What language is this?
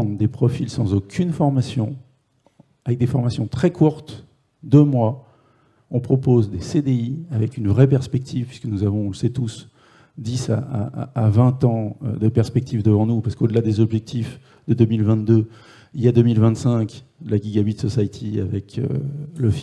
French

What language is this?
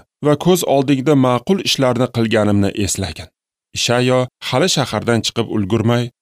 Uzbek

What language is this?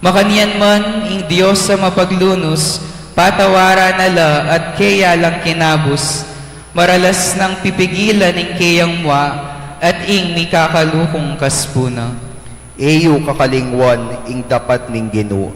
Pampanga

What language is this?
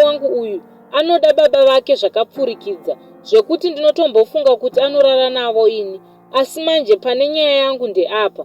Shona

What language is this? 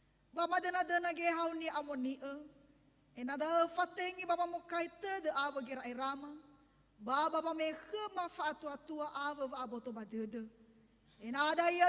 Nias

